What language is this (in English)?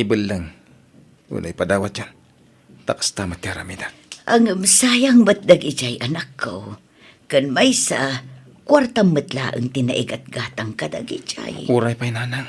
Iloko